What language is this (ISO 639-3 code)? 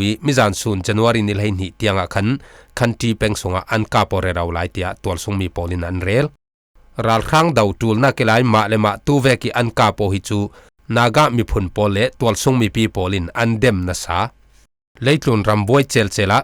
cfm